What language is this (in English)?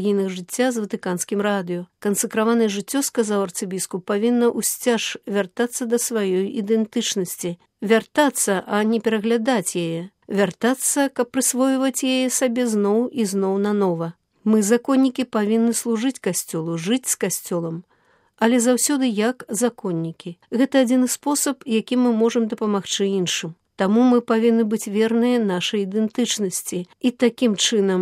Belarusian